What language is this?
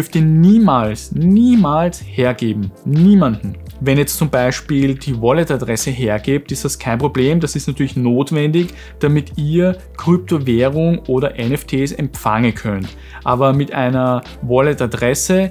German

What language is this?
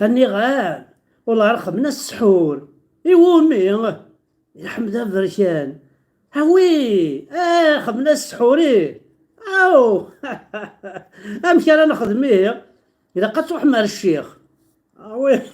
Kabyle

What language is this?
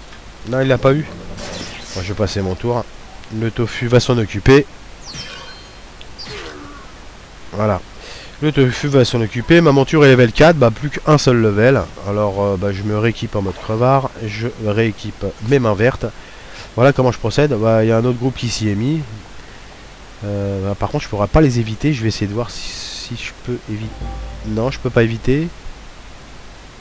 French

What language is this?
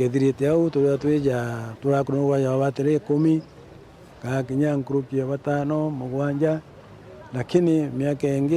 Meru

